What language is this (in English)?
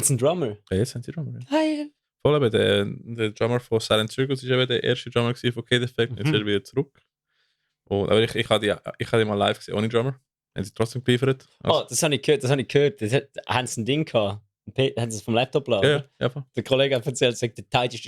Swiss German